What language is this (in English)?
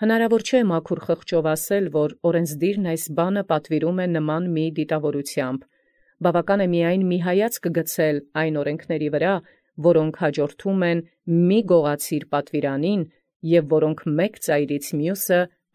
Armenian